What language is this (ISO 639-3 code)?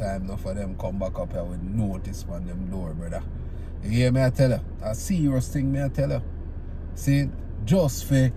jam